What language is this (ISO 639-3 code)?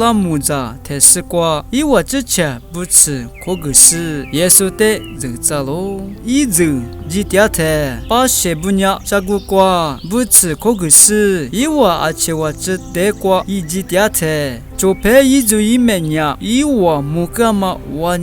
lis